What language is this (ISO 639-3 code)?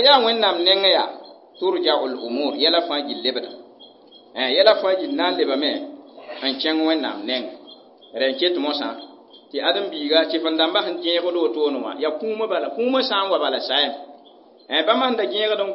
mos